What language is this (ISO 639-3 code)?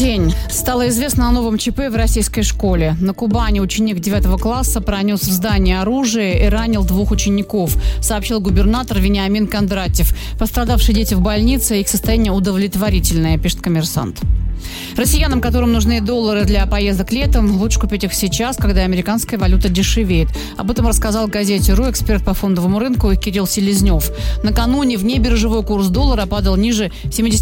rus